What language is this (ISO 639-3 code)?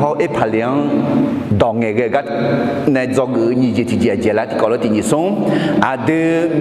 ahk